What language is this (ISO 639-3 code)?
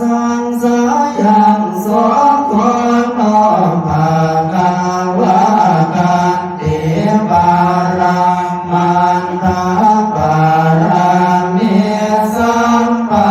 pli